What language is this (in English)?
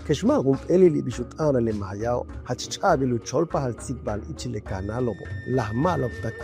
Yucateco